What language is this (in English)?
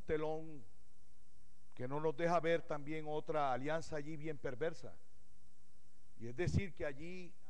Spanish